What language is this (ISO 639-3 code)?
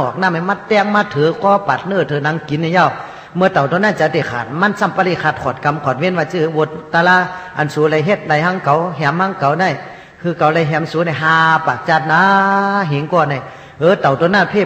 shn